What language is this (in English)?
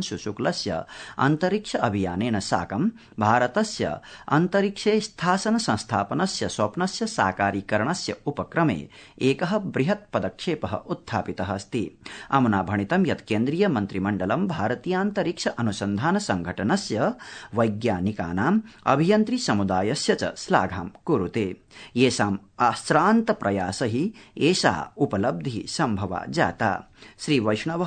Sanskrit